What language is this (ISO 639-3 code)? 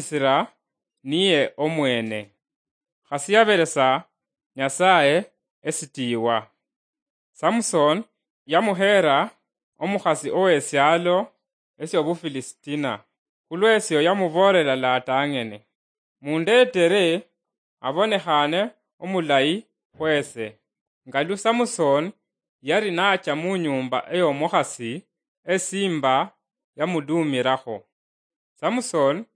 luy